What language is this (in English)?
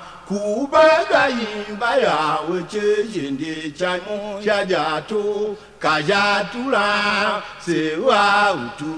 Tiv